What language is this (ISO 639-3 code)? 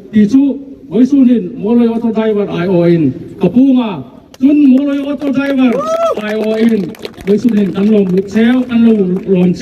hmr